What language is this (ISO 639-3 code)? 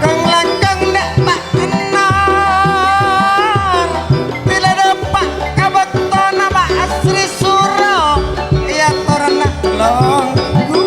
mad